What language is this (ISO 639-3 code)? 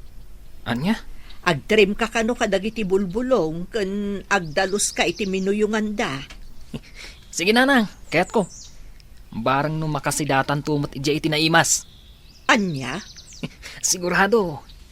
ilo